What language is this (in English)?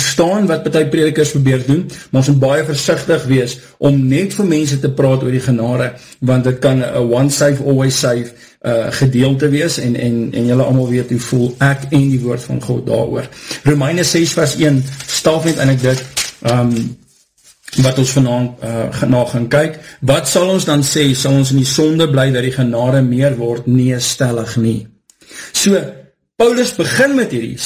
Afrikaans